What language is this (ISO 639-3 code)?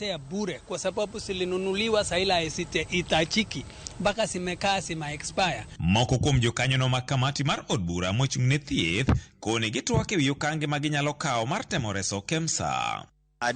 luo